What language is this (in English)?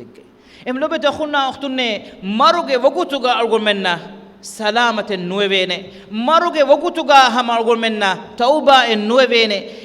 Divehi